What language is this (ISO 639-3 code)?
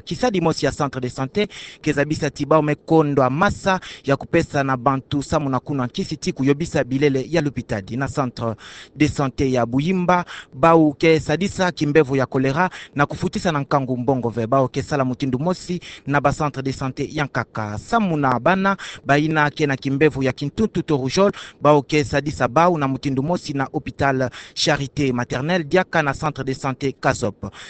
ktu